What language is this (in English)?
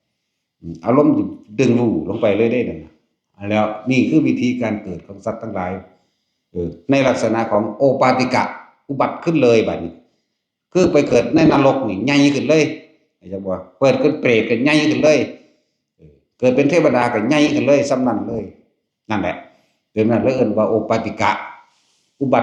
Northeastern Thai